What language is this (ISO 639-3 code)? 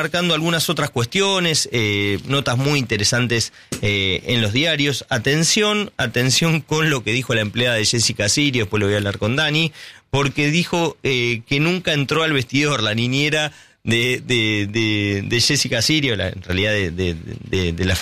spa